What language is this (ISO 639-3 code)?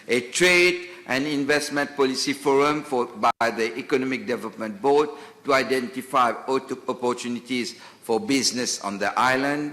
mfe